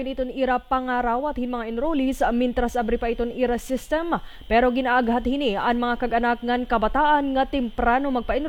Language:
Waray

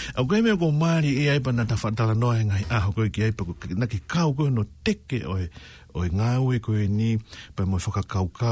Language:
Tongan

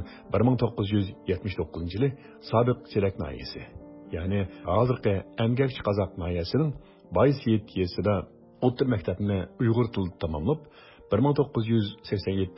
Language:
Uyghur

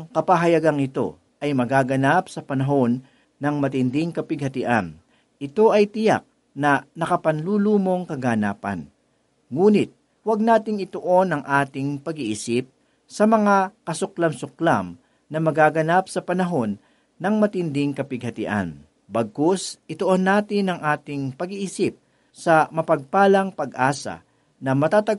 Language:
Filipino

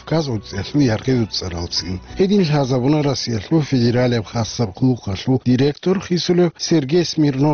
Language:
Avaric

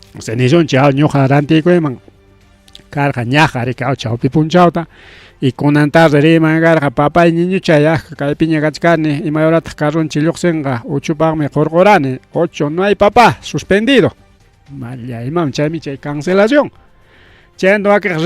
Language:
Ayacucho Quechua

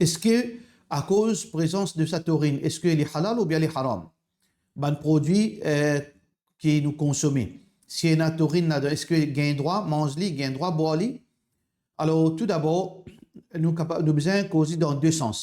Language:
Morisyen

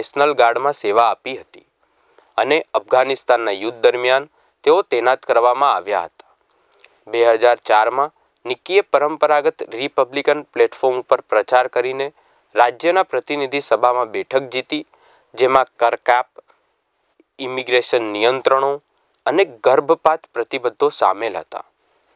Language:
Gujarati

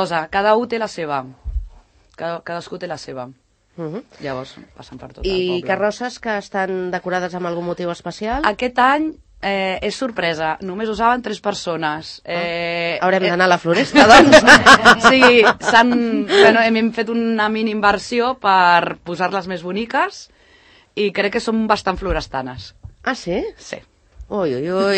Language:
Catalan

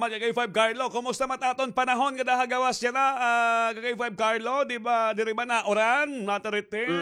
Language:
Waray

